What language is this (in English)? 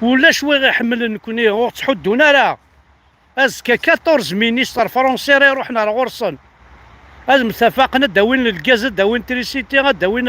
Kabyle